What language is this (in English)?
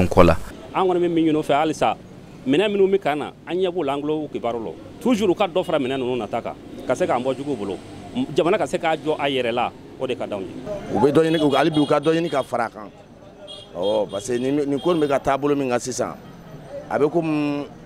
Bambara